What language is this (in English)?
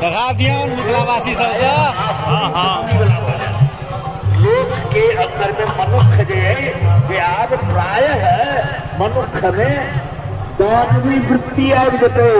Maithili